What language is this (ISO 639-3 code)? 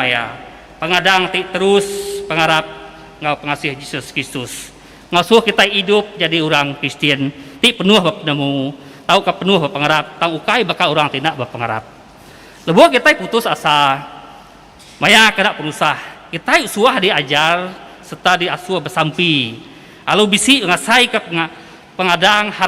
iba